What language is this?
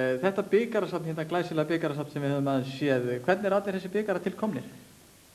Icelandic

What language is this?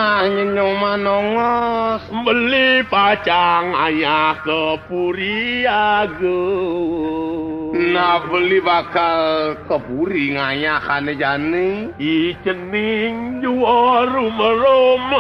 Balinese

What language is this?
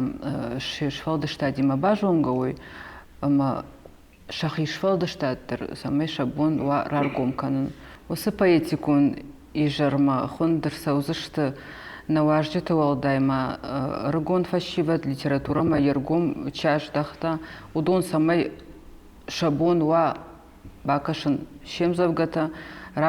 Ossetic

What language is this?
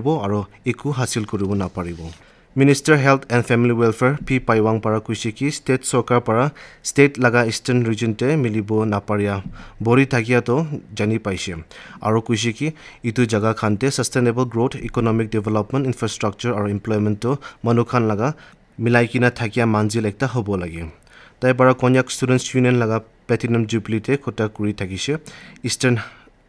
Naga Pidgin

